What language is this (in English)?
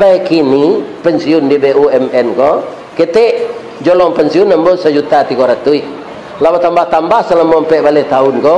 Minangkabau